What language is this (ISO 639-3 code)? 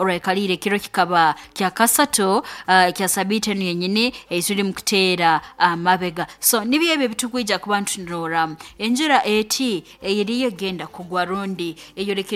nyo